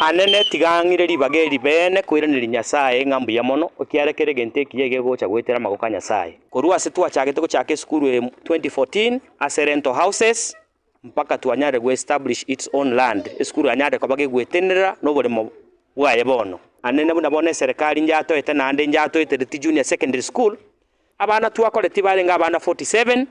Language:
Gusii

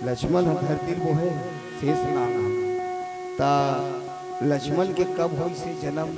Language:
Chhattisgarhi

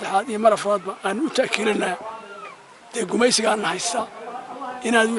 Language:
Somali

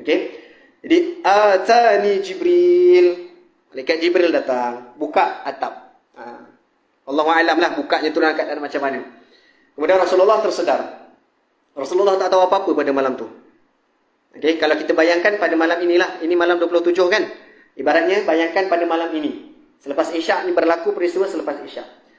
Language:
Malay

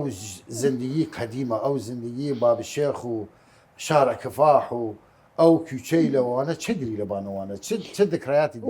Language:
Southern Kurdish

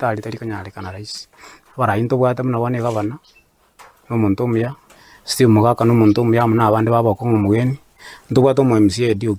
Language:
Gusii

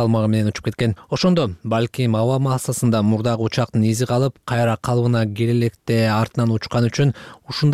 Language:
Kyrgyz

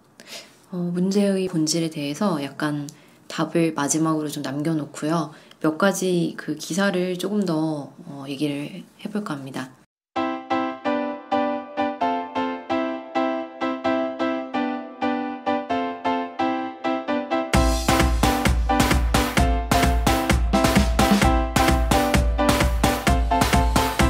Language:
Korean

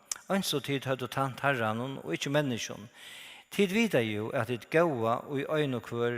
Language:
Faroese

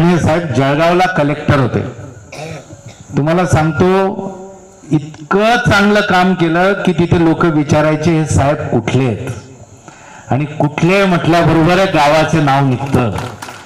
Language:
Marathi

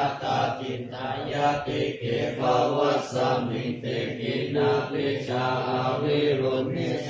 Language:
Pali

